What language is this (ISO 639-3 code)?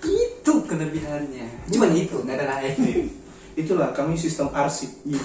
xmm